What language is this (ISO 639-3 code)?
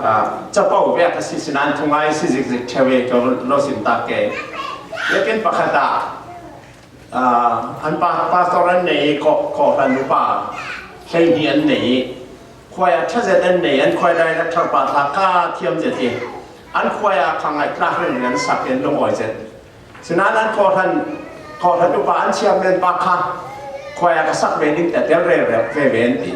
cfm